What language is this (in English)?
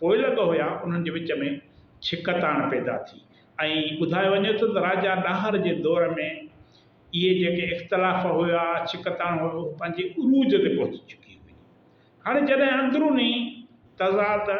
Sindhi